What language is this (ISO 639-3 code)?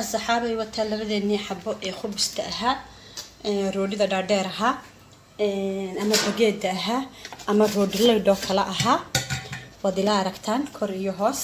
som